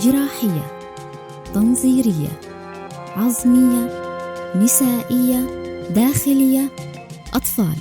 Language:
North Levantine Arabic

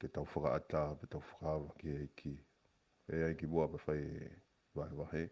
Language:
Tongan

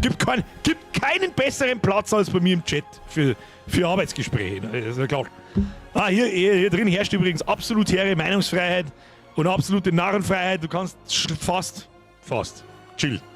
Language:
Bavarian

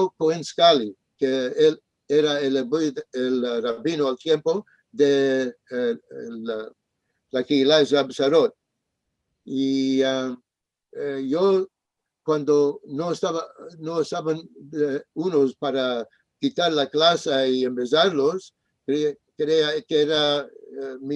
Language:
Ladino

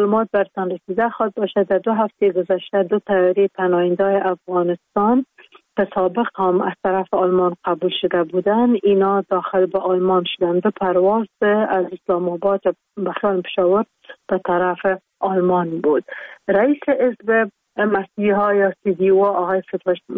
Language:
Persian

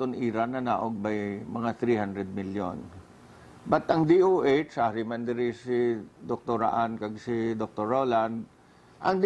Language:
Hiligaynon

